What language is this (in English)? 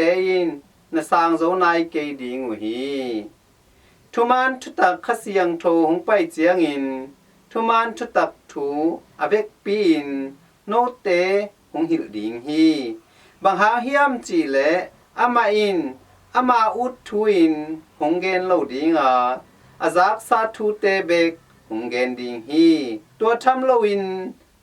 Tedim Chin